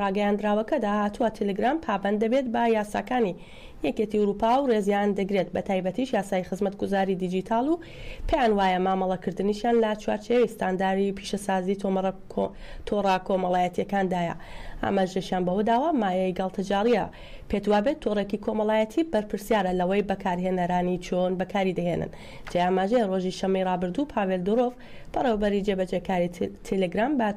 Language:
Central Kurdish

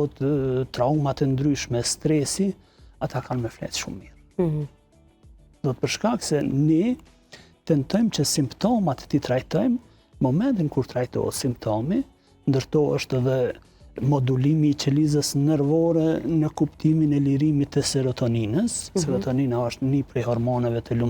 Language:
Albanian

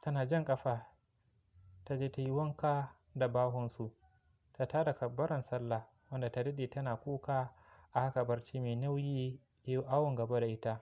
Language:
Hausa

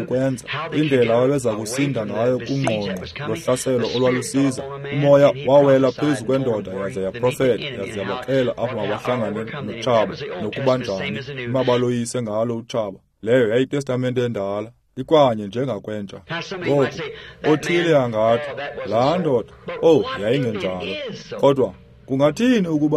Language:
Xhosa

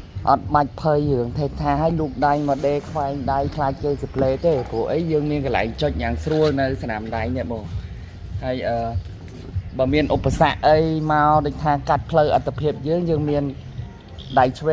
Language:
Khmer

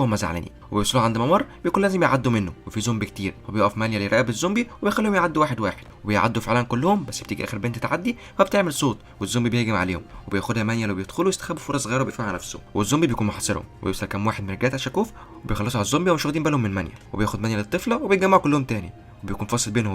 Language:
Egyptian Arabic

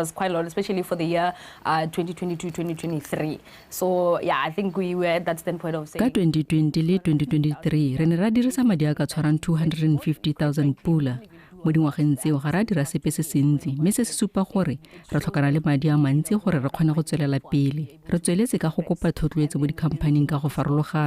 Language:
Tswana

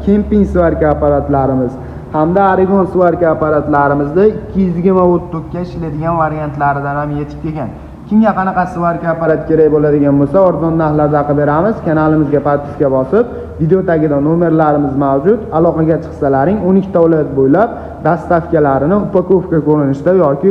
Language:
Uzbek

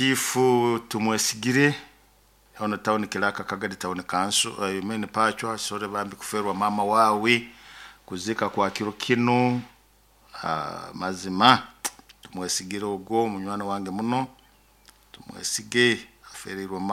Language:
Nyoro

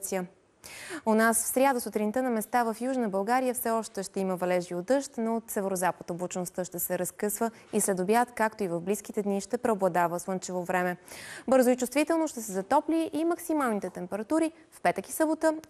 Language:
Bulgarian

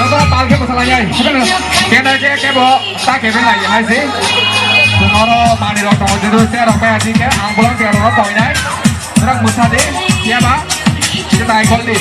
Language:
Kok Borok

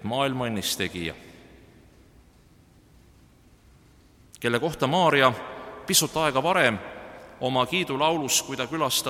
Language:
Estonian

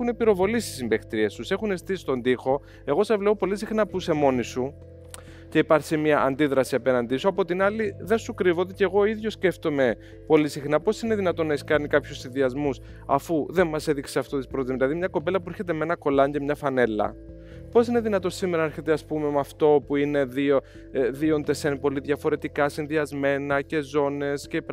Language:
Greek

